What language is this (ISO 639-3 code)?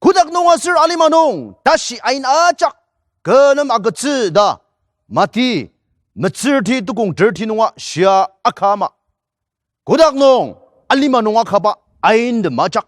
njo